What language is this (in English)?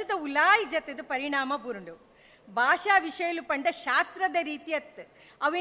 Tulu